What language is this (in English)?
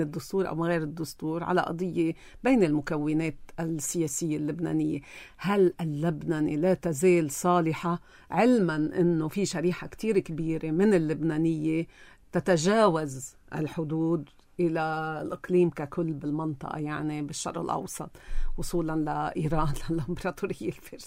North Levantine Arabic